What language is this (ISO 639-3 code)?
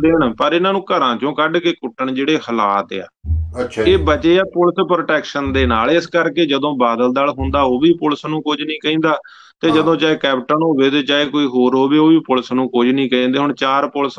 pan